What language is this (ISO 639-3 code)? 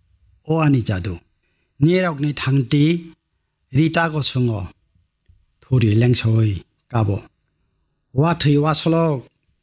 trp